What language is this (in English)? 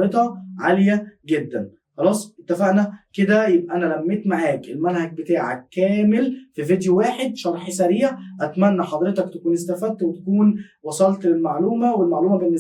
Egyptian Arabic